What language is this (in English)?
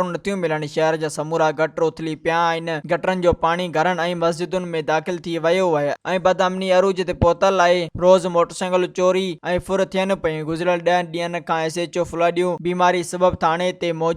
Sindhi